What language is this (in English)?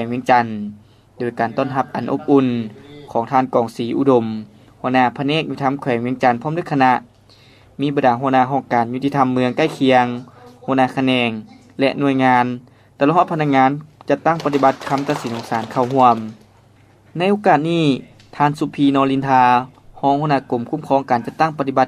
Lao